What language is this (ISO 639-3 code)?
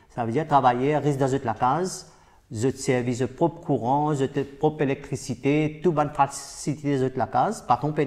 mfe